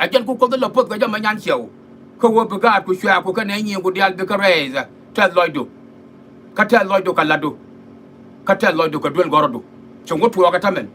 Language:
Nuer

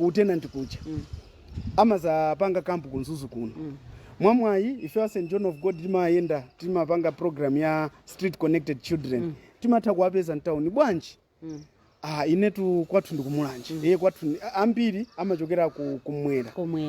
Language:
Nyanja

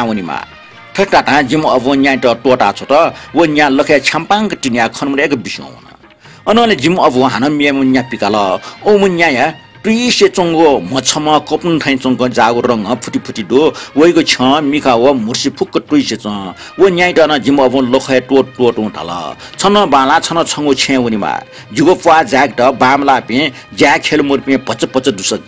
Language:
Newari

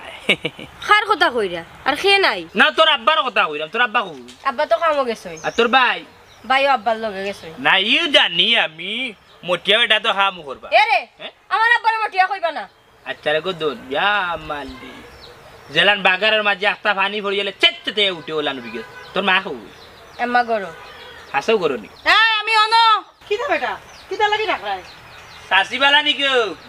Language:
Sylheti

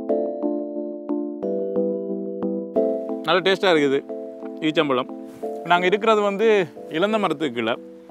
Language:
Tamil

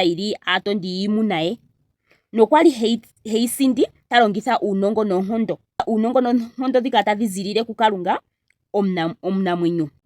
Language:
Ndonga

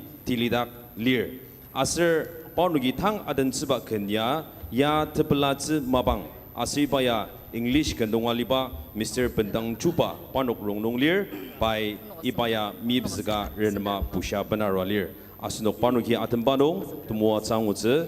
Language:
Ao Naga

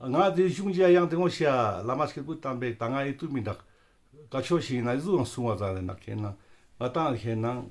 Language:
Ladakhi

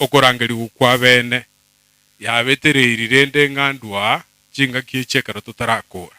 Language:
Gusii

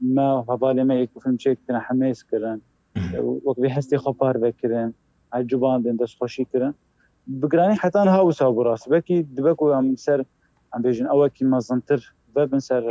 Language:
Kurdish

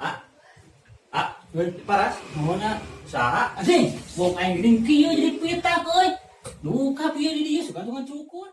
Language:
Sundanese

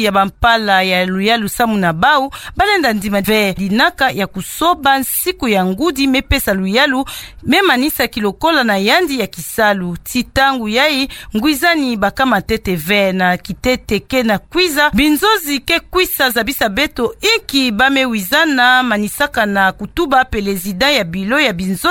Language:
Kituba (Democratic Republic of Congo)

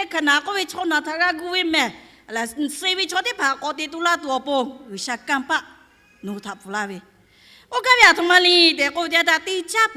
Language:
Lahu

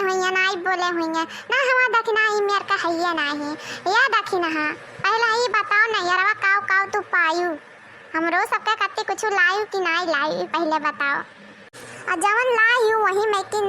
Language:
Awadhi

